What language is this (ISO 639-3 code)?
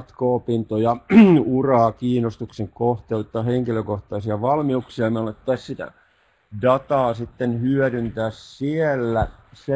fin